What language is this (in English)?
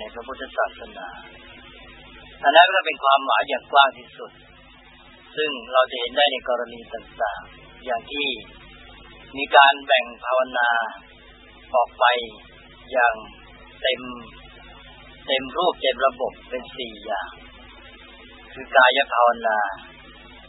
Thai